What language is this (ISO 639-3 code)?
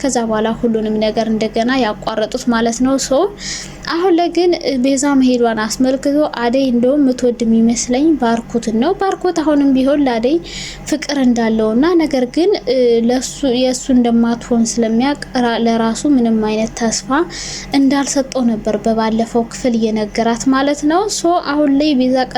amh